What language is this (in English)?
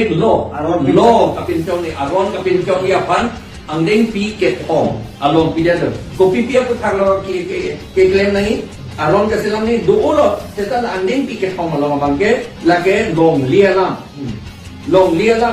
Karbi